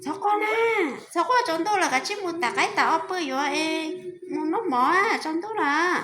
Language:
Hmong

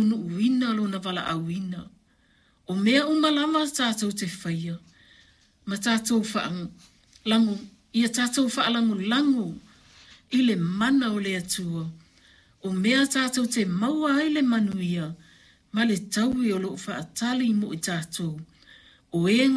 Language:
Samoan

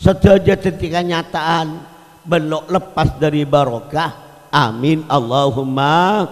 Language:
Madurese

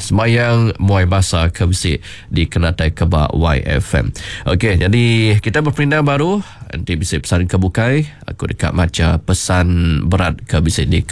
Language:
Iban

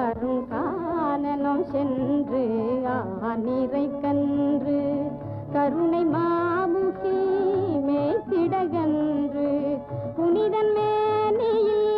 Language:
Tamil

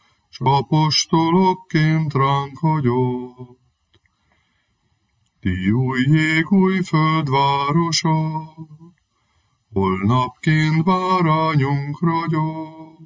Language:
Hungarian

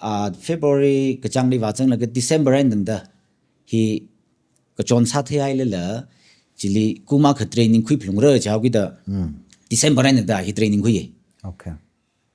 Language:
Tangkhul Naga (India)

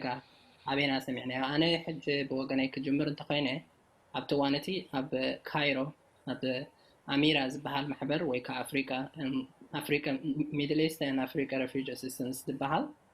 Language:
Tigrinya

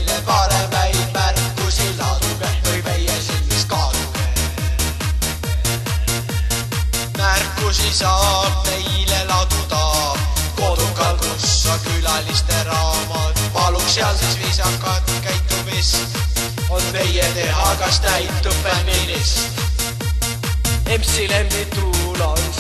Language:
Estonian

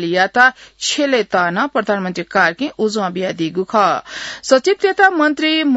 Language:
Newari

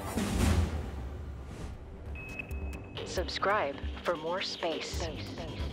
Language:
English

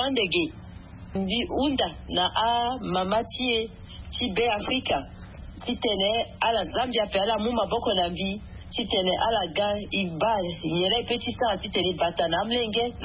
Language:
Sango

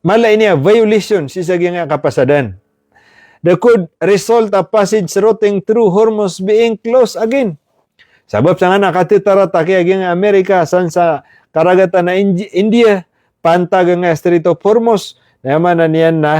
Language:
Maranao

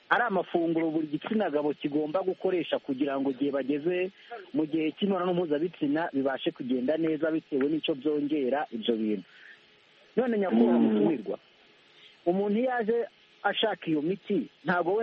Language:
Kinyarwanda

